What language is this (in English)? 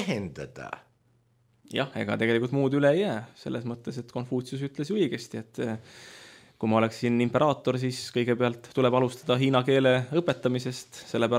Estonian